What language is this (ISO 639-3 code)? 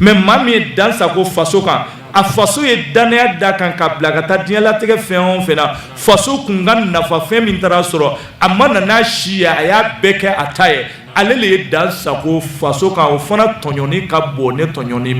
bam